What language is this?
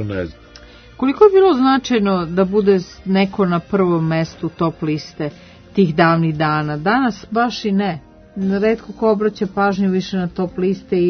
Serbian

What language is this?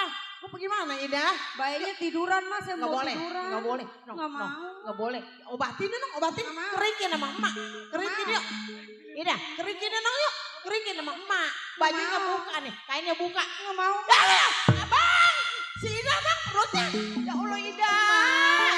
Betawi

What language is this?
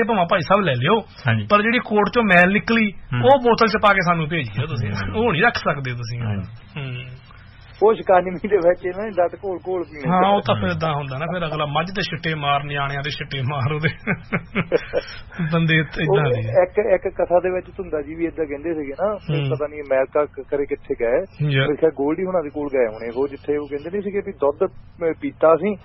Punjabi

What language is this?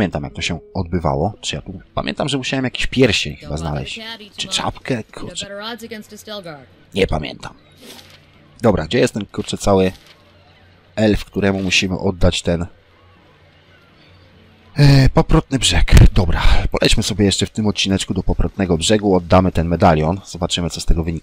Polish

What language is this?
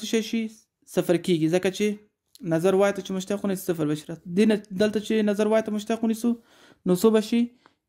Pashto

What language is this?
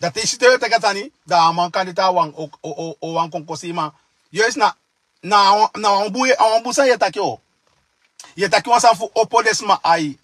Sranan Tongo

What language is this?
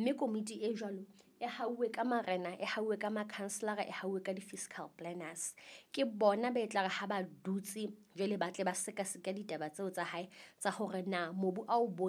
Southern Sotho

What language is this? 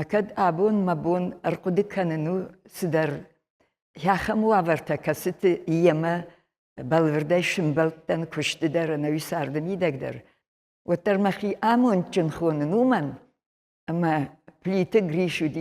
Ossetic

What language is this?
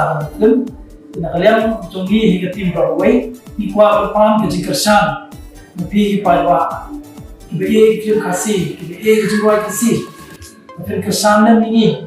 Khasi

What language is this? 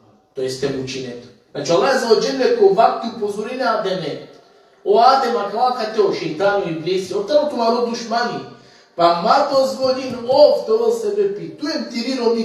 Balkan Romani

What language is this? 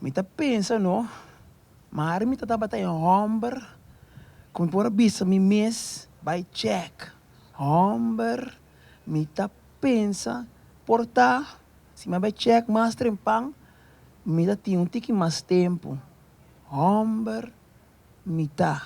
Papiamento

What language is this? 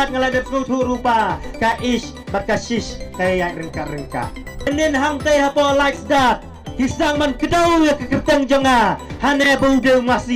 Khasi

